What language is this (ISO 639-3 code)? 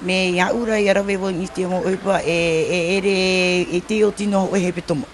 tah